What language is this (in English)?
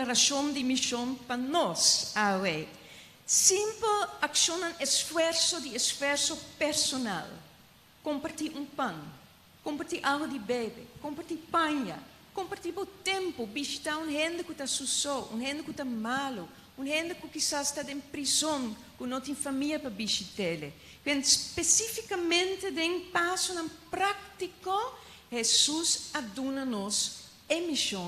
Papiamento